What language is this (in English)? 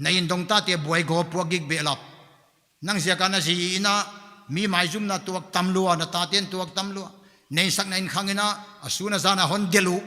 Paite Chin